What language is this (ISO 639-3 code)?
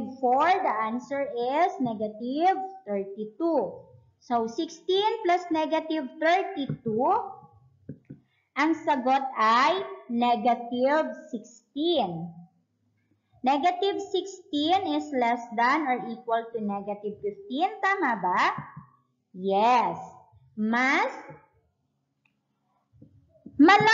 fil